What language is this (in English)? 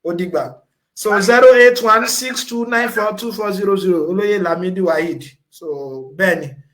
Yoruba